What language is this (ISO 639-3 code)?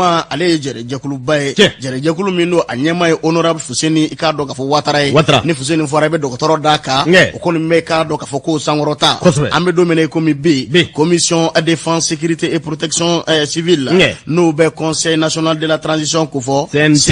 bam